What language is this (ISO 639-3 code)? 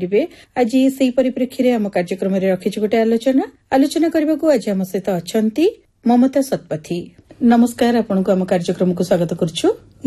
ori